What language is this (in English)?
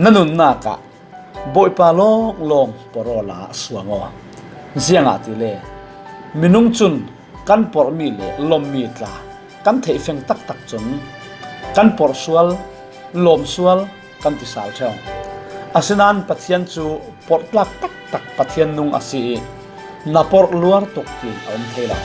Falam Chin